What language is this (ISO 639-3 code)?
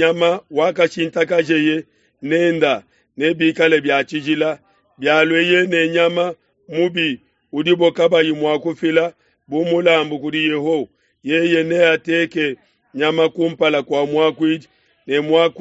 lua